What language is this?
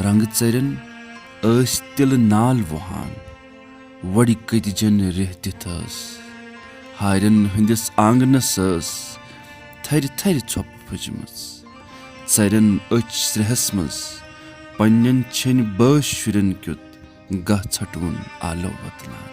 Kashmiri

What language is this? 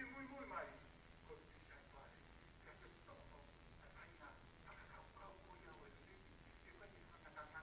Tongan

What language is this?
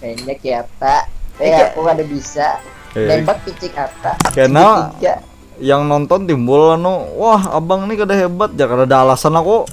Banjar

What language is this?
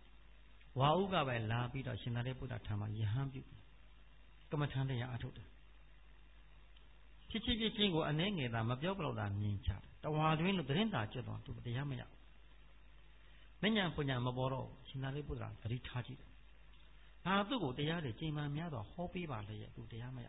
Burmese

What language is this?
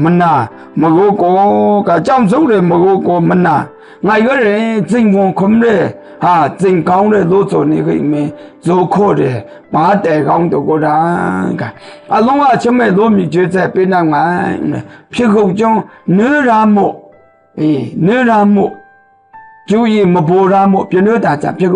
Maru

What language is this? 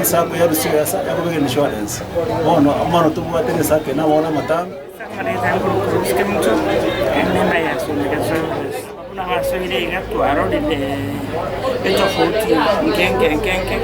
Gusii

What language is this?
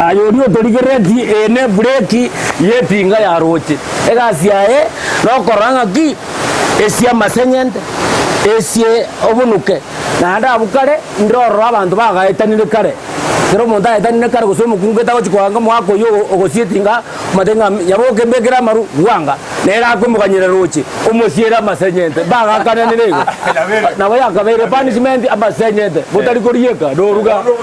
Gusii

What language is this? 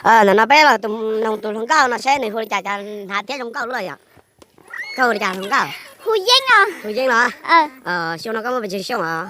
Hmong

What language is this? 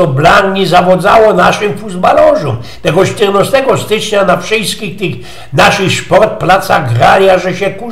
Silesian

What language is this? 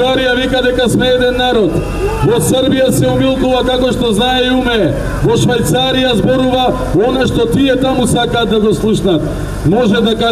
Macedonian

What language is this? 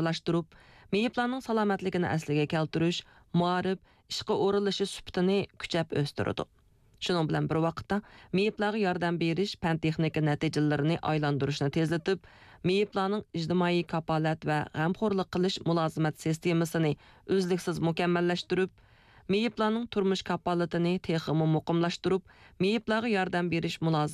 Uyghur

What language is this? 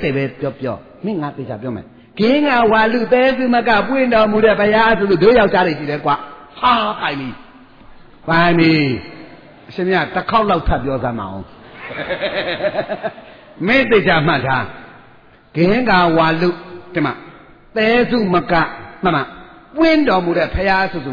Burmese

